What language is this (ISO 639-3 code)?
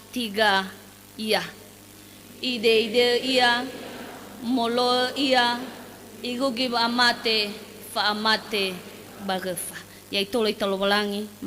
nia